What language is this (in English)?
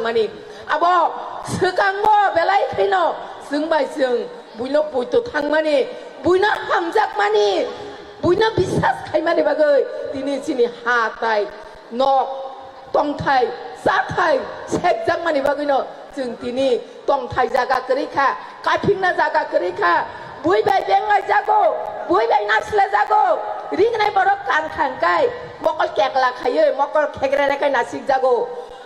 Kok Borok